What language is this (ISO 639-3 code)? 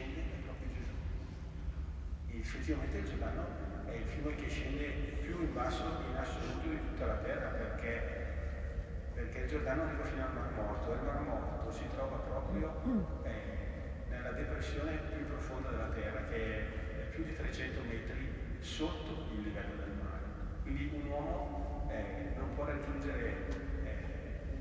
ita